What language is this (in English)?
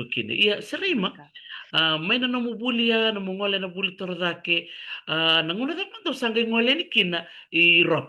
Fijian